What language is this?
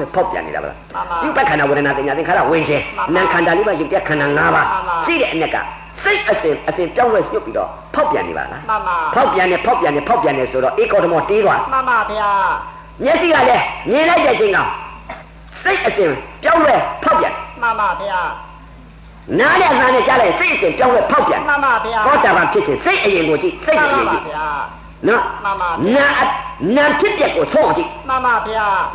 Burmese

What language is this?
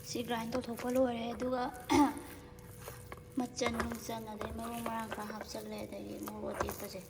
Manipuri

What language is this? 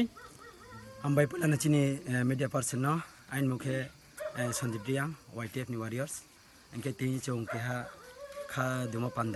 Kok Borok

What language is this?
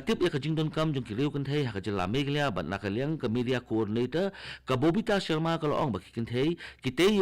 Khasi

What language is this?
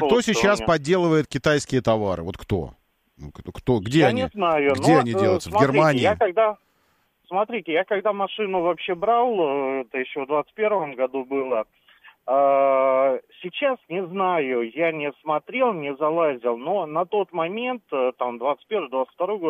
Russian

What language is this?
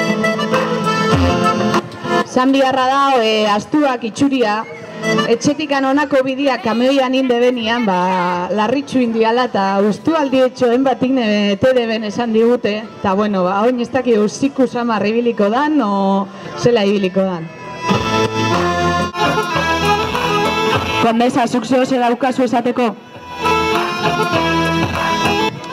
Basque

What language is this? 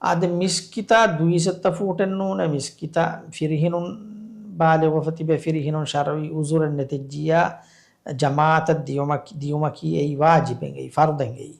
Divehi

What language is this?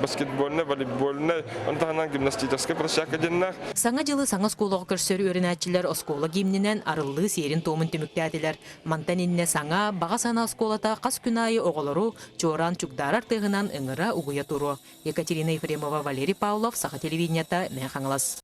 Yakut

